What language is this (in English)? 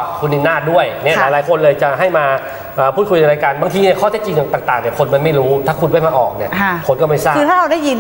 Thai